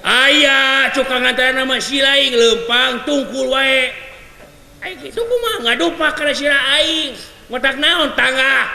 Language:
Sundanese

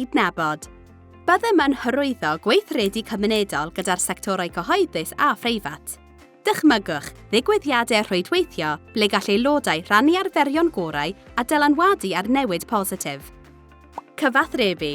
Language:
Welsh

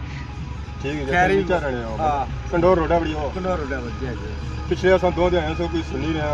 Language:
Pahari-Potwari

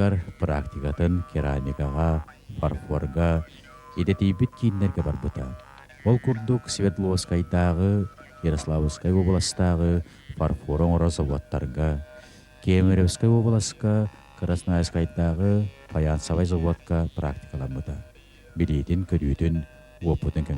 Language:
Yakut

